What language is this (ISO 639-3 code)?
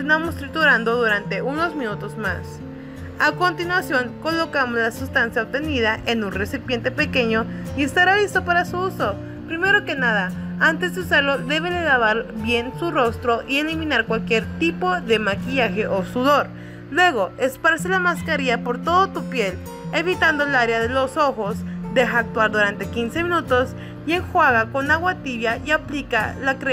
spa